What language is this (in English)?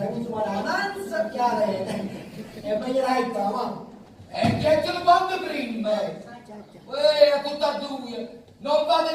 Neapolitan